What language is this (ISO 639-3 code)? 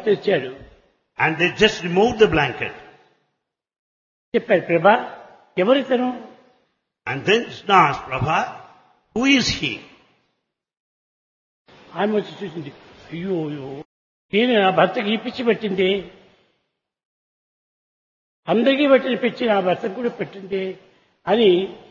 tel